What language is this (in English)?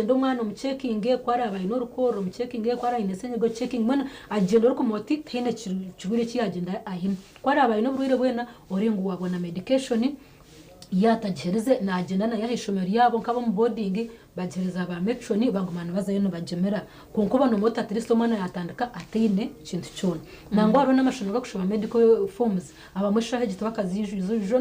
Nyankole